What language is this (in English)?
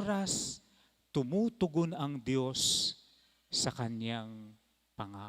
Pampanga